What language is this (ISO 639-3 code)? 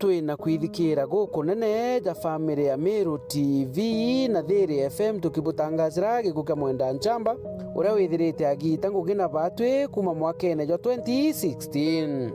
mer